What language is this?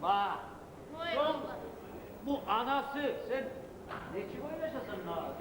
Kumyk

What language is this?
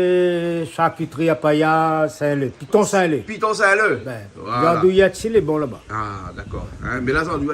Réunion Creole French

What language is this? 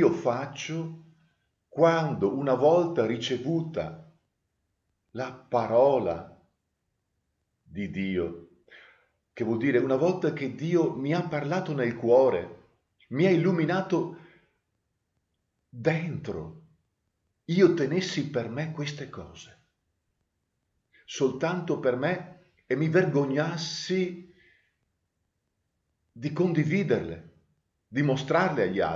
Italian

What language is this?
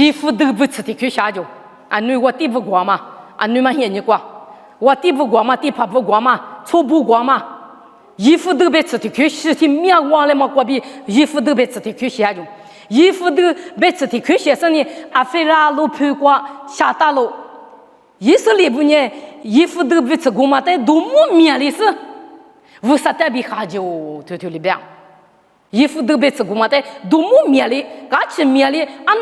Lisu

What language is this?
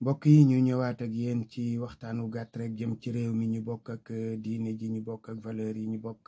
Wolof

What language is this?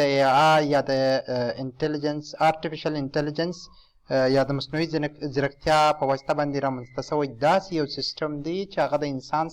Pashto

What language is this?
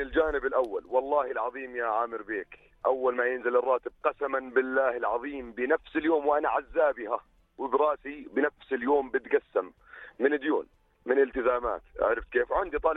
North Levantine Arabic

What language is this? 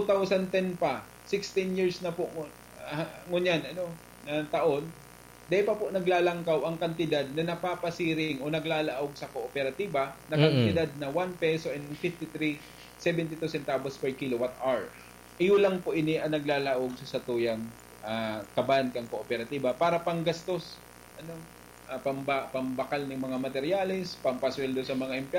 Bikol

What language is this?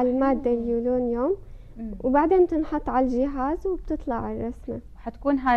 North Levantine Arabic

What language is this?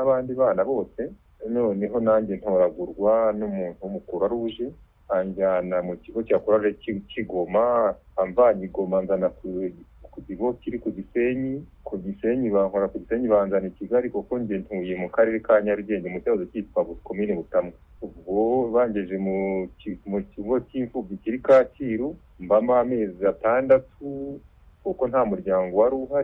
Kinyarwanda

